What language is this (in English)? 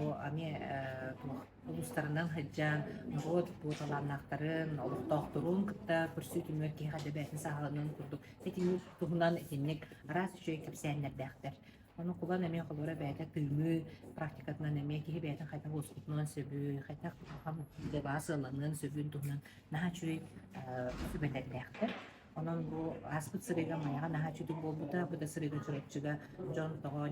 Yakut